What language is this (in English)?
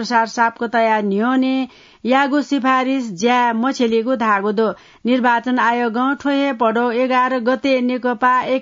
Newari